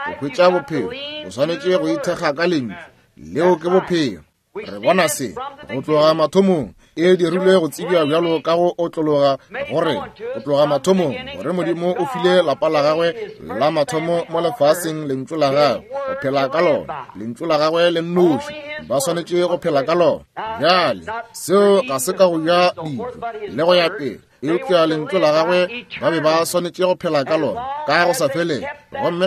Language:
Northern Sotho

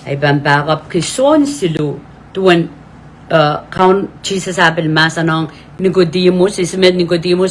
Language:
Pohnpeian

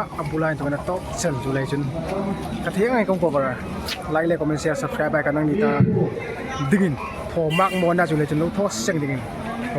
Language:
Hmar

